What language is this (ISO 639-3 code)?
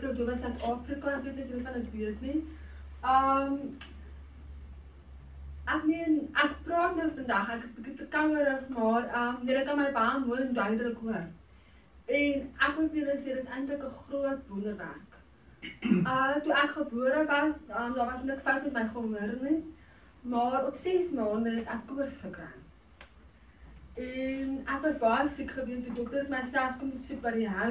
afr